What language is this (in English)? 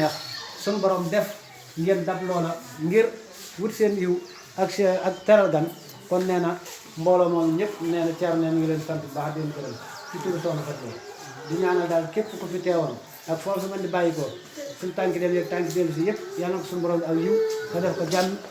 Wolof